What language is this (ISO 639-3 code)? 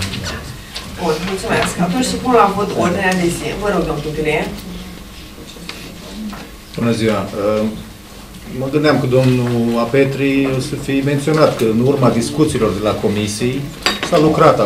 ron